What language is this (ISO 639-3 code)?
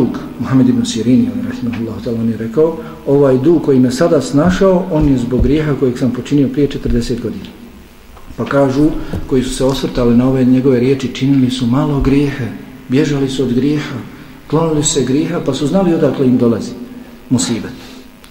bos